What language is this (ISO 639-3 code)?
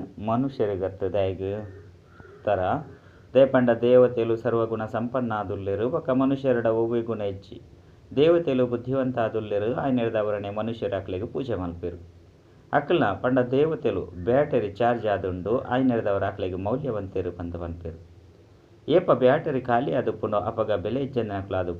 tcy